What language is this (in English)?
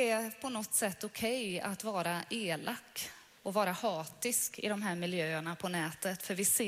Swedish